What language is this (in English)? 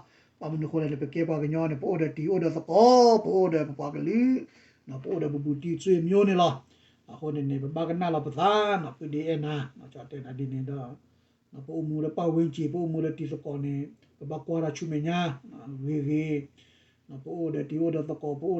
S'gaw Karen